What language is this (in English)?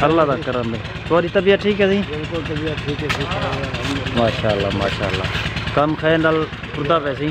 Saraiki